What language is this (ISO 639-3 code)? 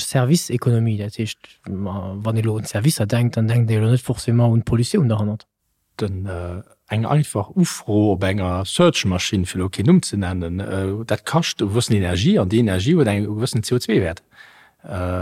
ltz